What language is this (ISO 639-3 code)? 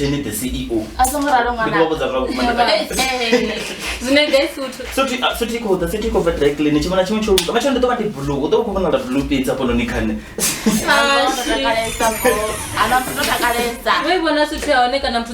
ven